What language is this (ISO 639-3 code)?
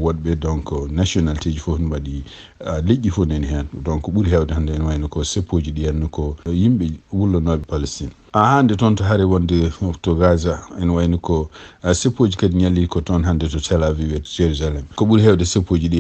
ful